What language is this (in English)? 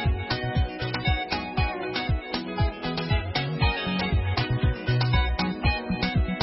Kinyarwanda